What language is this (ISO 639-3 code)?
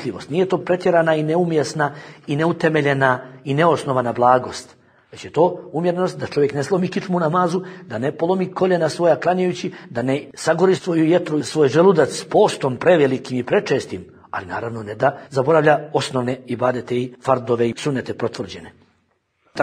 bos